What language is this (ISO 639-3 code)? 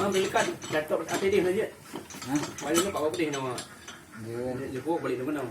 ace